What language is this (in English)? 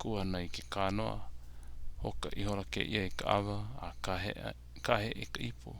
Hawaiian